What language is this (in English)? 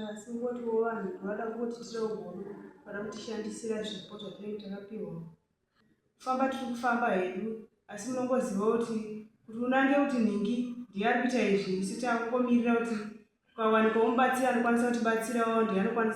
Shona